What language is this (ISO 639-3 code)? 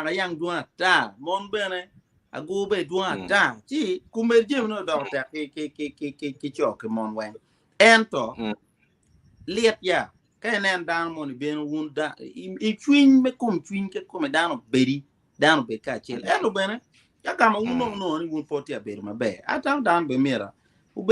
ach